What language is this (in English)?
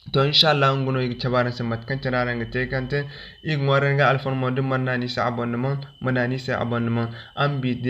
Zarma